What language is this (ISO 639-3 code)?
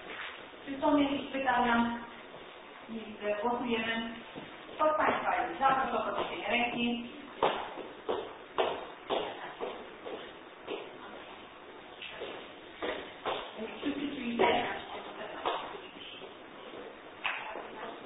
pol